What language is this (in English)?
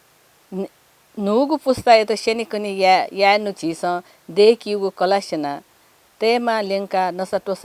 Newari